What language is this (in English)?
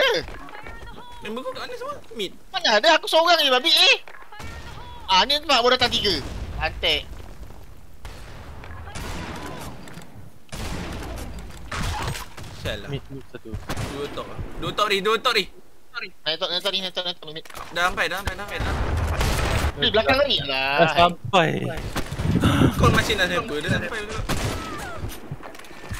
Malay